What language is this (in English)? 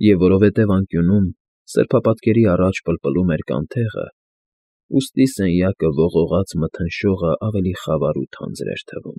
Armenian